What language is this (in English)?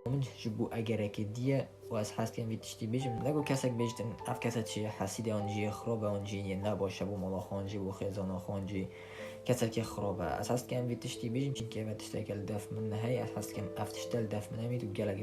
Kurdish